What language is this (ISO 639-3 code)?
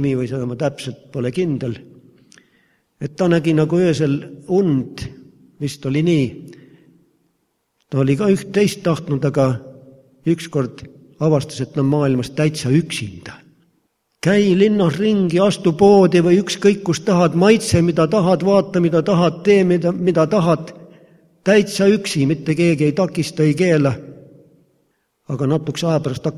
est